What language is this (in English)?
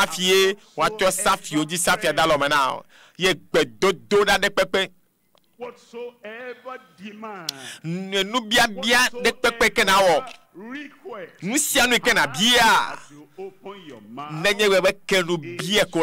Ewe